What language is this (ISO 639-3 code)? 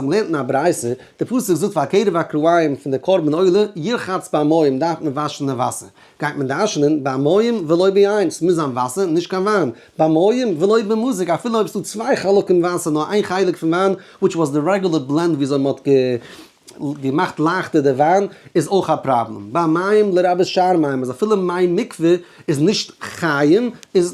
yid